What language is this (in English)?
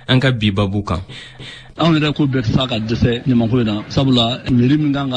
Bambara